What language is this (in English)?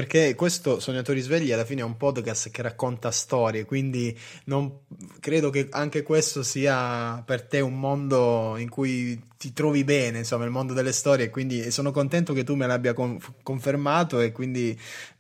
Italian